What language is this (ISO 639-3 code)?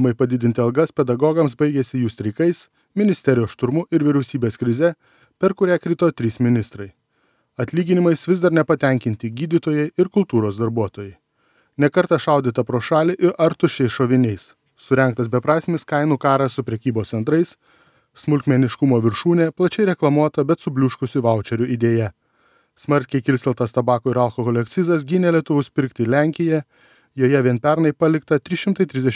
lit